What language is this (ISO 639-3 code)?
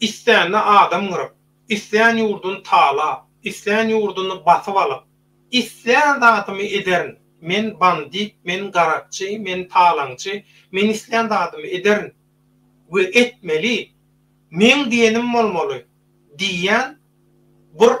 tuk